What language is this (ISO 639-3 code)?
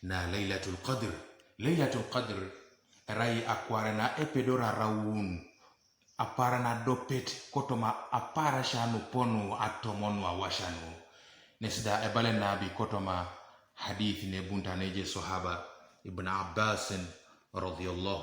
teo